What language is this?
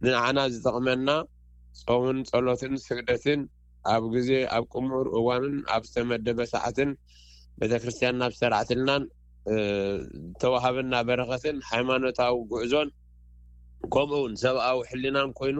Tigrinya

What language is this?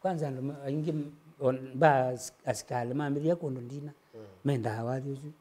Kamba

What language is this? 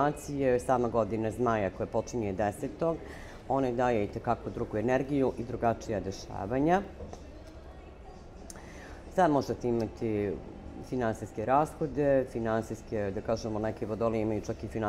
Serbian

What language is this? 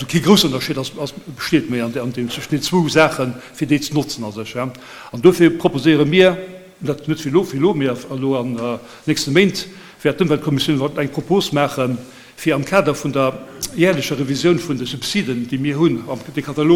Luxembourgish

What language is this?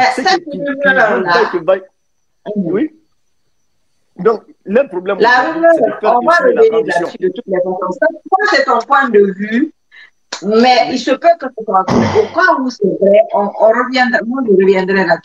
French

